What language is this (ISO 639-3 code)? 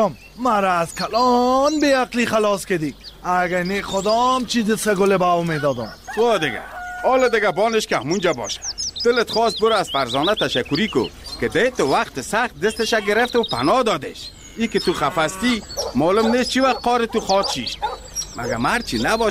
fas